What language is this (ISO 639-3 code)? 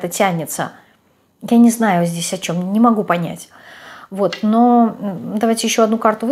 rus